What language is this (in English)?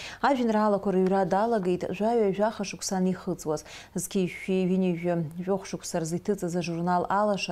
Abkhazian